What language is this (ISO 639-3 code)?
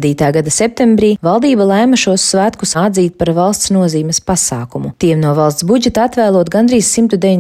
lav